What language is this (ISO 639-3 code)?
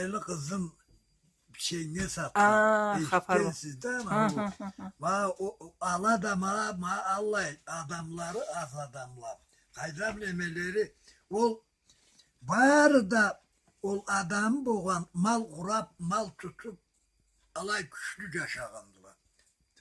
krc